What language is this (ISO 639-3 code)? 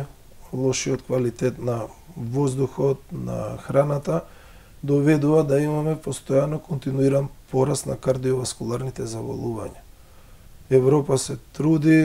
mkd